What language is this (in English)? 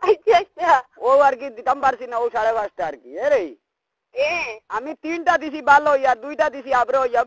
Sylheti